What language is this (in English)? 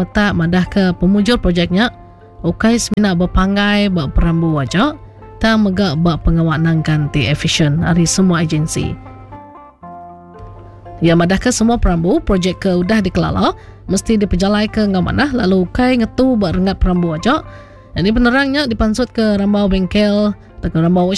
Iban